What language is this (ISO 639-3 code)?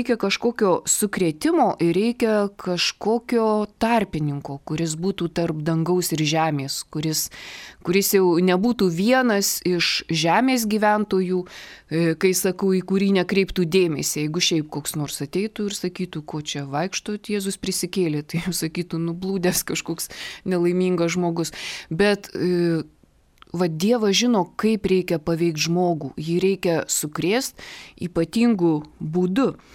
lit